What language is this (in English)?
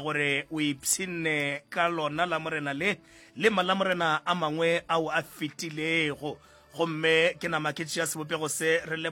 Northern Sotho